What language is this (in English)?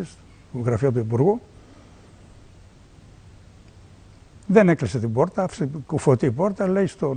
Greek